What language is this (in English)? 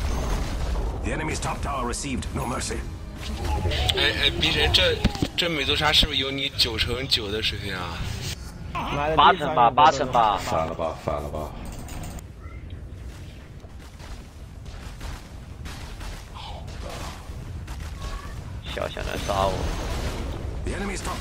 Chinese